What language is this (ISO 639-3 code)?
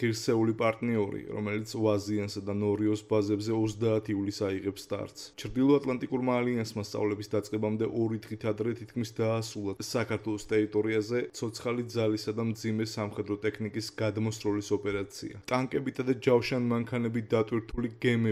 kat